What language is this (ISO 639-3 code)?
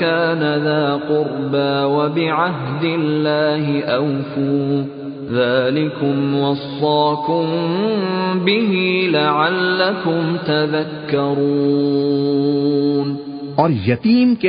urd